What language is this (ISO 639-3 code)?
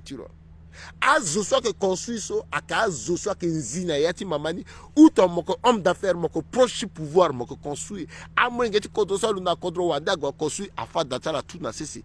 sag